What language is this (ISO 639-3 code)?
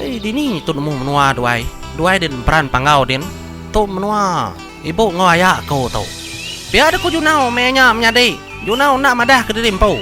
iba